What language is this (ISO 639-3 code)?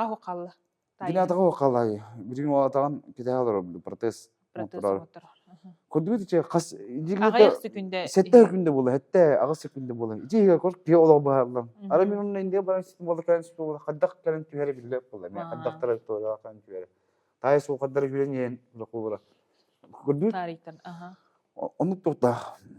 sah